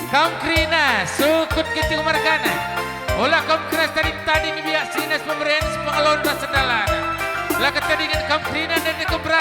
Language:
Batak Karo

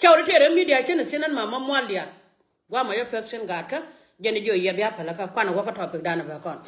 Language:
Nuer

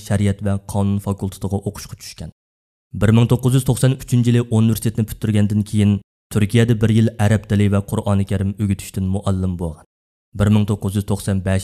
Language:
Uyghur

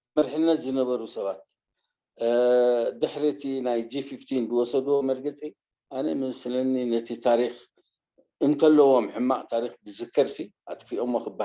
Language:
Tigrinya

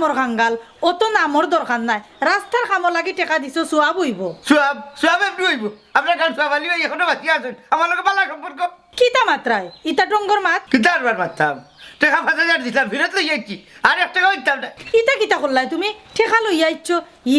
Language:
Sylheti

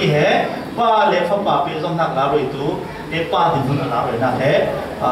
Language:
Falam Chin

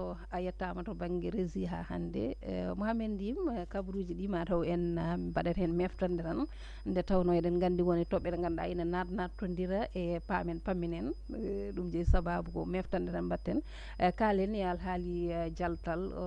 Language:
Fula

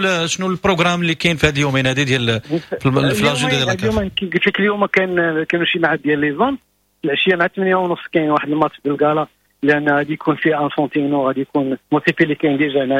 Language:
Moroccan Arabic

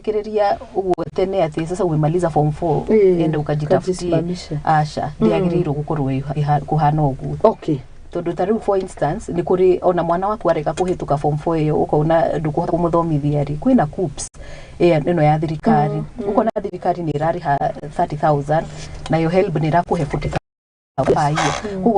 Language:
Kikuyu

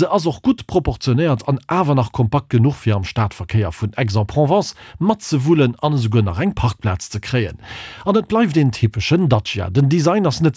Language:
Luxembourgish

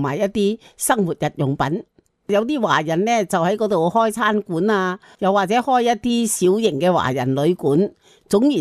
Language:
Cantonese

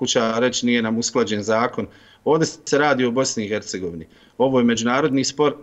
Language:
Bosnian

